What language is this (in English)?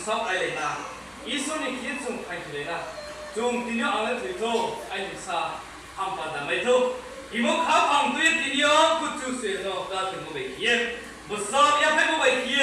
Riang (India)